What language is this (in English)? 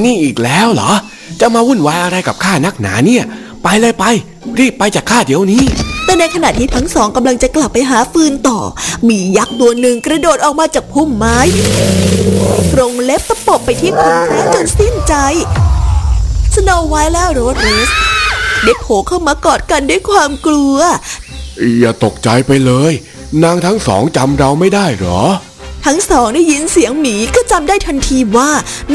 Thai